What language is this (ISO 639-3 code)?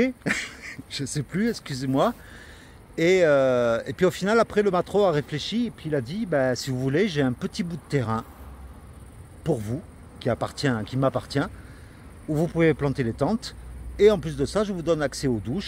fra